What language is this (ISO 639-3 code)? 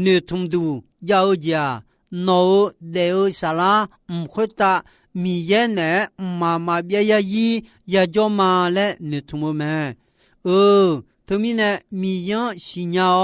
ahk